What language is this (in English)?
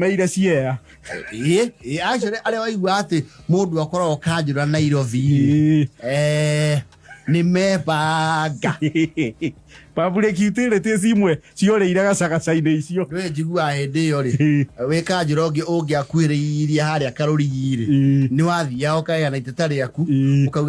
Kikuyu